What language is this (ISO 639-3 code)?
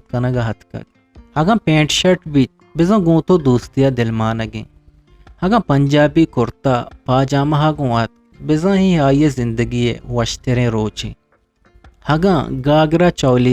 bgp